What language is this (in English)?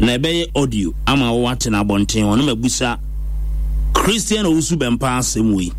Akan